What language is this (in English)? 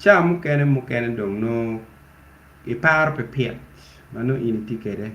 Acoli